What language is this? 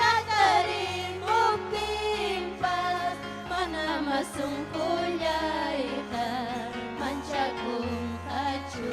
Ayacucho Quechua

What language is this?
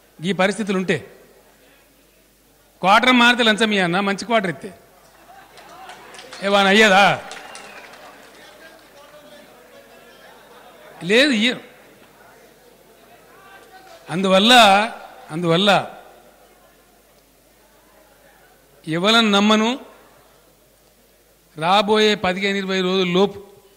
Telugu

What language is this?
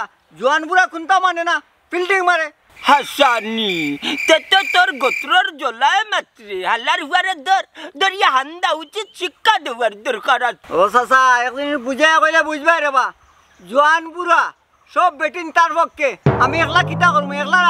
Sylheti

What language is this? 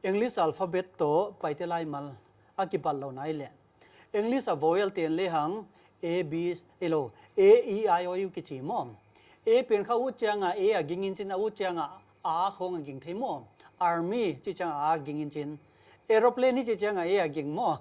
Paite Chin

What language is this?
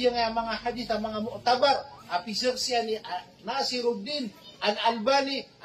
Maranao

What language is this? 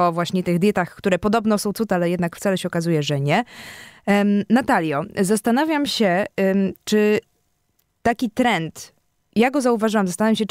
Polish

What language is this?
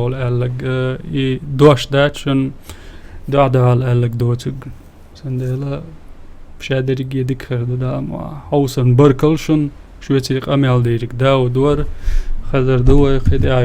Chechen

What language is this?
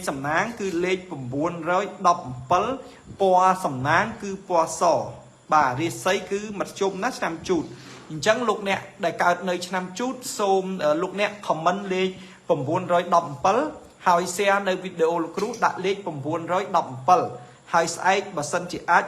Khmer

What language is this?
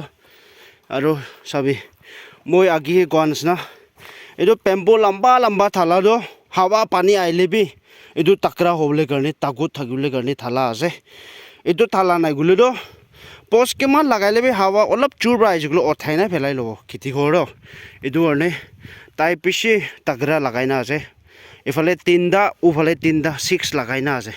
Naga Pidgin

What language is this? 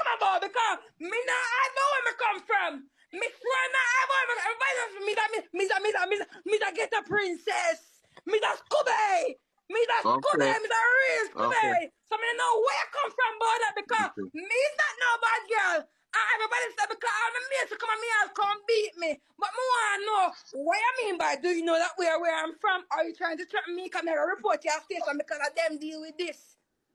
Jamaican Creole English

